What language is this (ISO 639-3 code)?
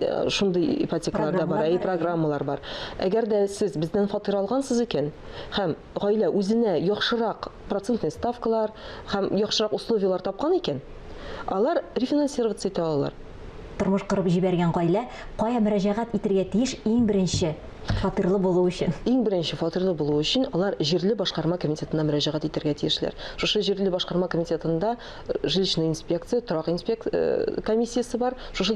tat